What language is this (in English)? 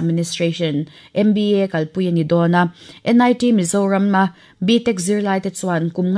Mizo